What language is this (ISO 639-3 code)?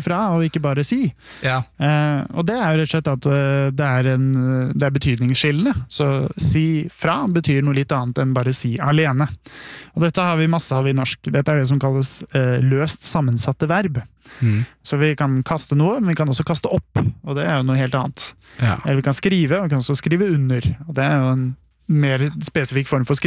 nor